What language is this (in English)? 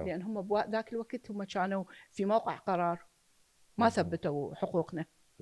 Mesopotamian Arabic